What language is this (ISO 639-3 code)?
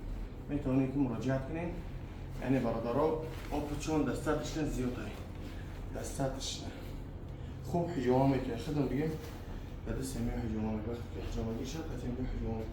tgk